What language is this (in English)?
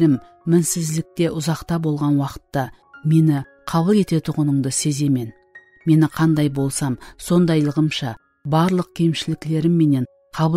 Kara-Kalpak